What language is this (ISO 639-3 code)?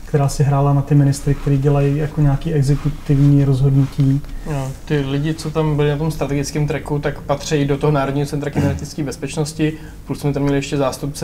ces